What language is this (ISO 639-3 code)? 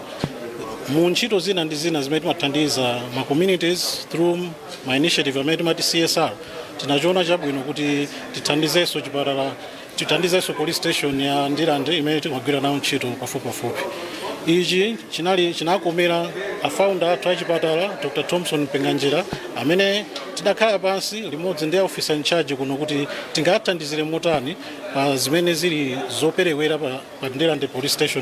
nya